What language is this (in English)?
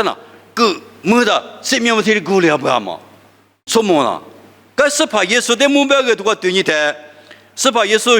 Lisu